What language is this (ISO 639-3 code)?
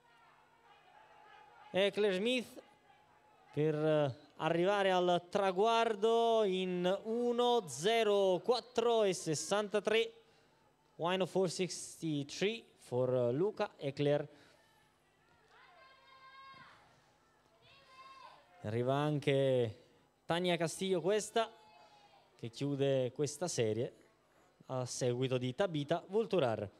ita